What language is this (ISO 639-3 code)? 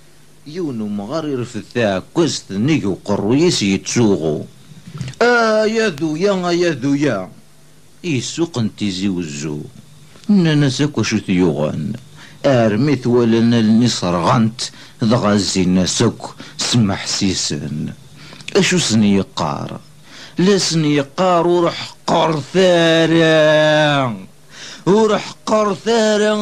kab